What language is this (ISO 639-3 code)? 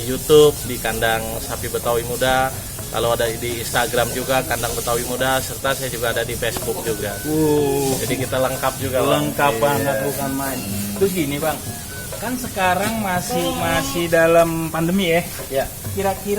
bew